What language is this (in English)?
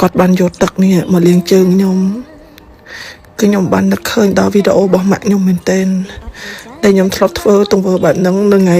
Khmer